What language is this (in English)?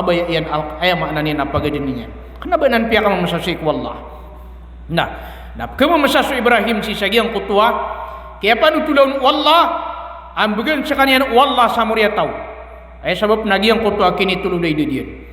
Maranao